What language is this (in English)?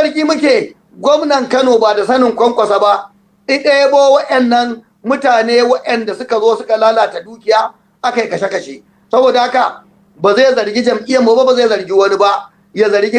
Hausa